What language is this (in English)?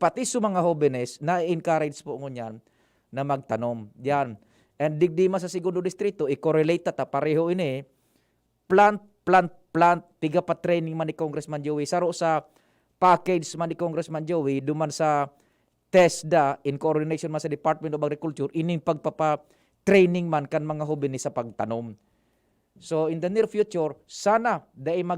Bikol